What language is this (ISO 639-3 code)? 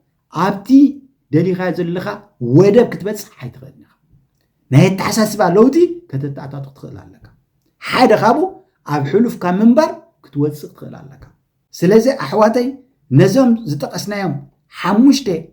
tir